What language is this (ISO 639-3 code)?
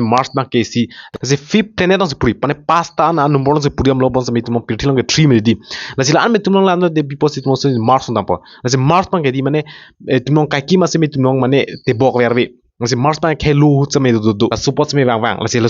mjw